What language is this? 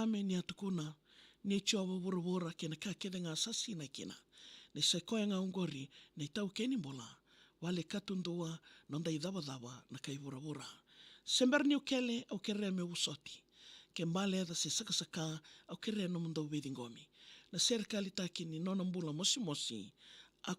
Fijian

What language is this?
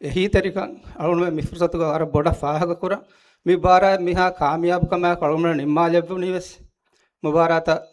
Divehi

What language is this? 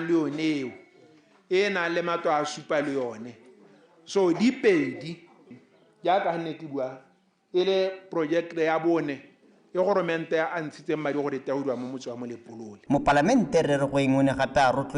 Tswana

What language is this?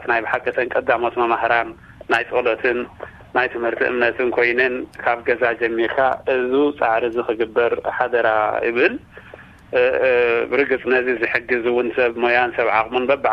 Tigrinya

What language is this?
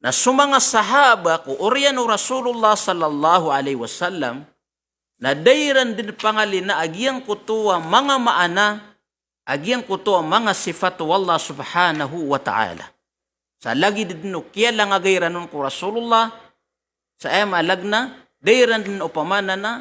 Maranao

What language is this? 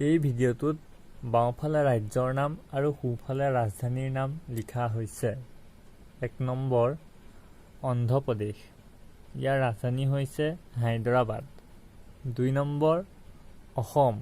Assamese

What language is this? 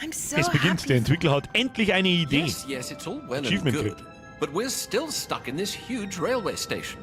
Bavarian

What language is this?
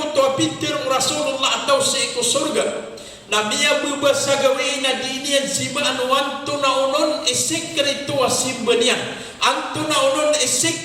Maranao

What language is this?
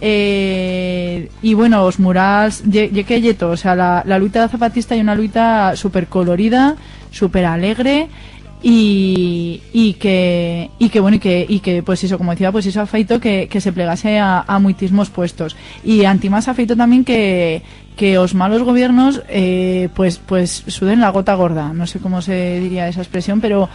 Aragonese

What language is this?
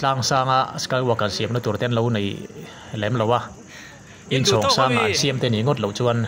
Mizo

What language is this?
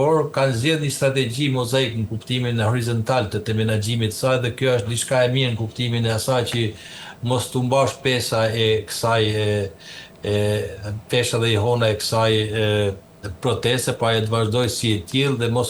Albanian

